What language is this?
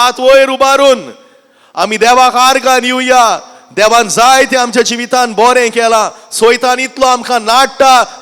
Konkani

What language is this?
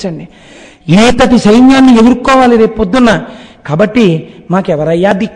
Telugu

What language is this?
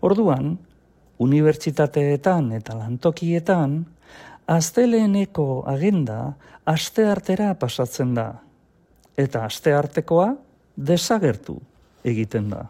Basque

